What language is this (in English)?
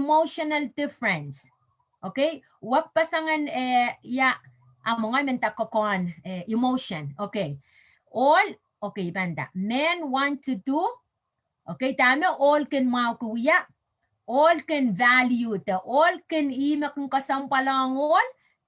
Pohnpeian